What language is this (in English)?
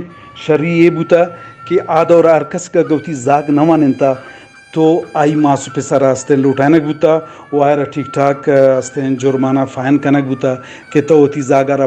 Eastern Balochi